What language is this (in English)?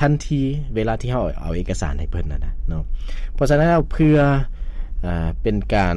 Lao